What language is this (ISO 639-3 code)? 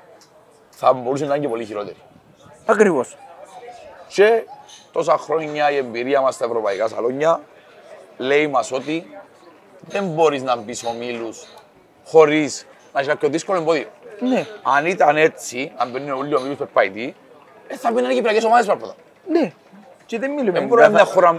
ell